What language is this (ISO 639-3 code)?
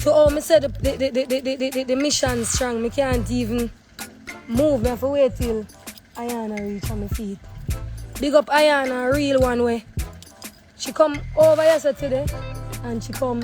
jam